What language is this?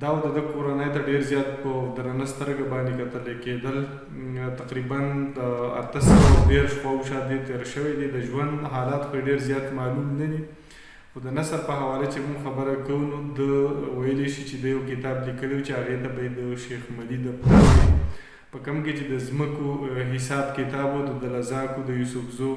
Pashto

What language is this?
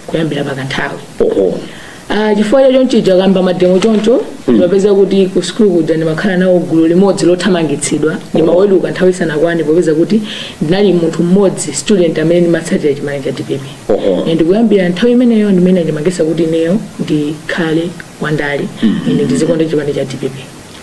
Nyanja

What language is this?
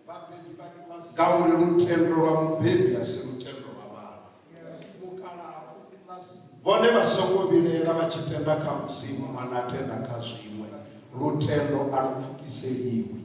Venda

